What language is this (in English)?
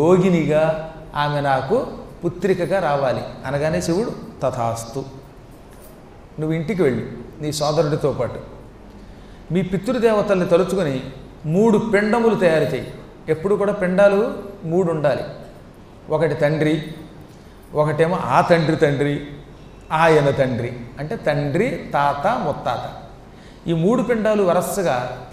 Telugu